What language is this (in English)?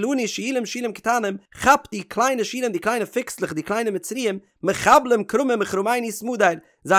Yiddish